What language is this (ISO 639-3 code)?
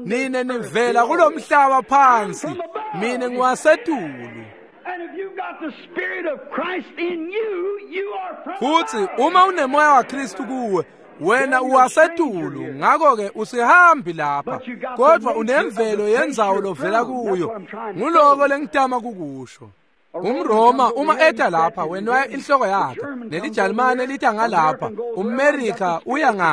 ssw